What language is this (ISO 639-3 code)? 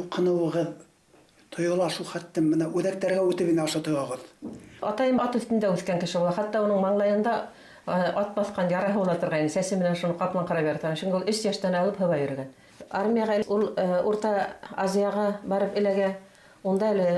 bak